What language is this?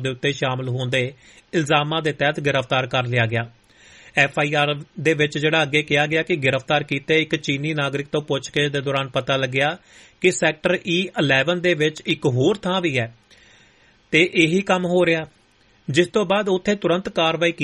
Punjabi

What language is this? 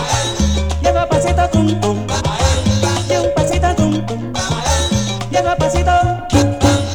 Spanish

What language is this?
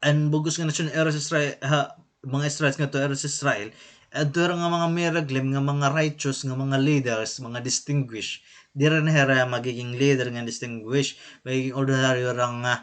Waray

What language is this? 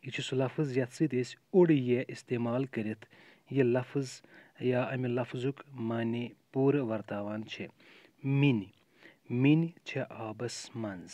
Kashmiri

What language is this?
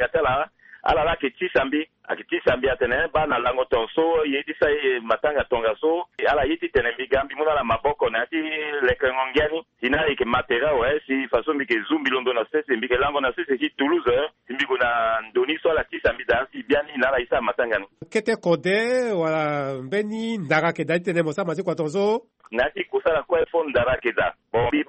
Sango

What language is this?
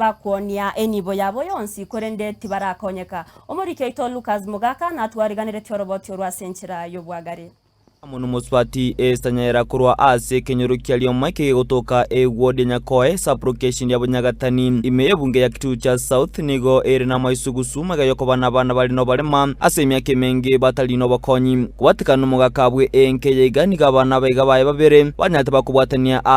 Gusii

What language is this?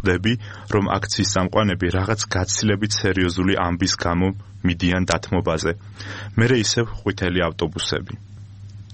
Georgian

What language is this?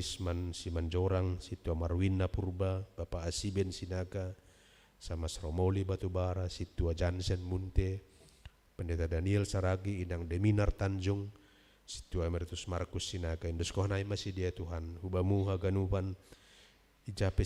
Batak Simalungun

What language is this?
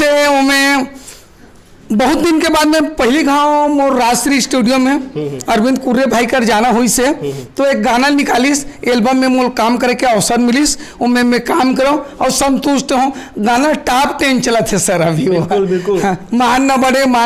Chhattisgarhi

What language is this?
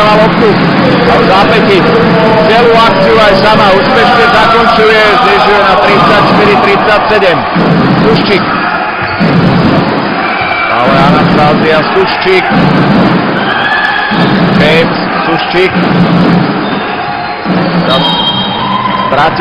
Slovak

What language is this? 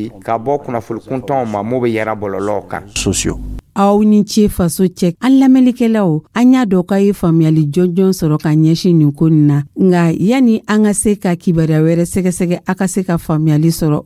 Dyula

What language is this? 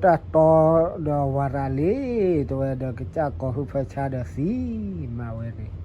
S'gaw Karen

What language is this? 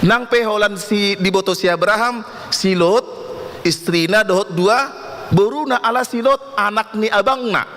Batak Toba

